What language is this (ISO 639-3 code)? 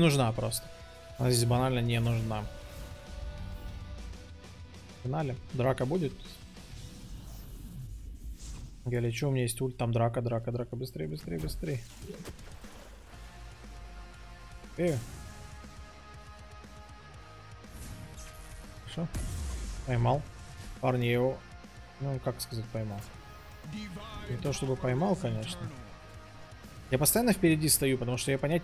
rus